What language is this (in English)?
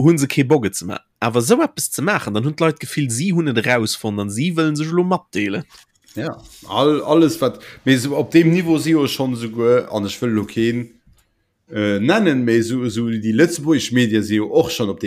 Luxembourgish